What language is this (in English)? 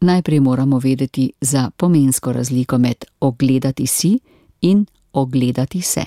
Slovenian